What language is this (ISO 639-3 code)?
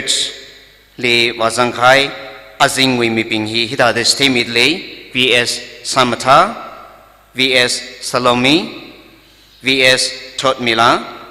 nmf